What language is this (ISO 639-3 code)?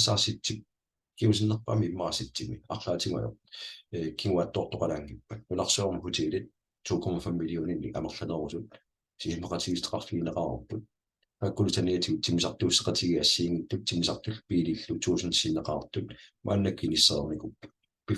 kal